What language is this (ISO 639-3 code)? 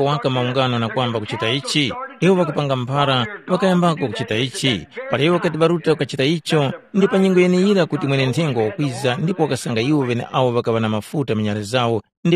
tum